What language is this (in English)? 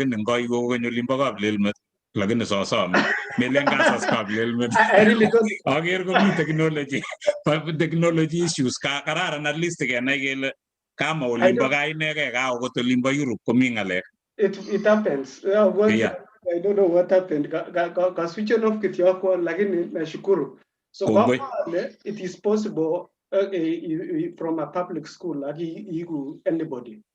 Kalenjin